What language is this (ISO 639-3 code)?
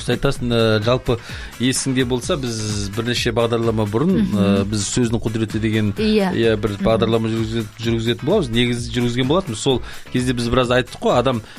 kaz